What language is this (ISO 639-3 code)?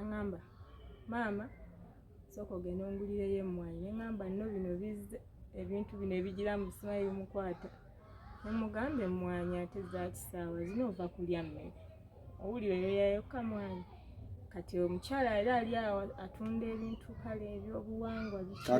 lug